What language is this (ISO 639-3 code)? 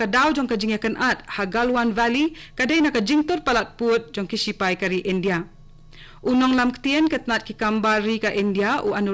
kha